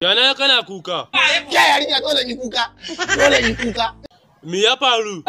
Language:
Hausa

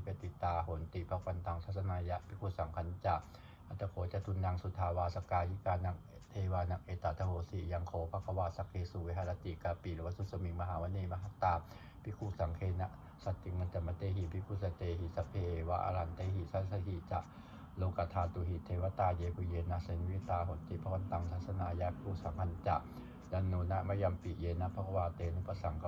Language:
Pali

